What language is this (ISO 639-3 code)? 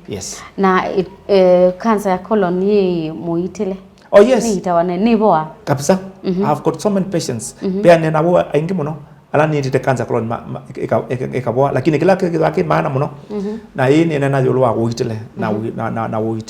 kam